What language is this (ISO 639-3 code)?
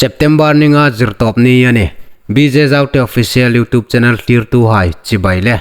hmr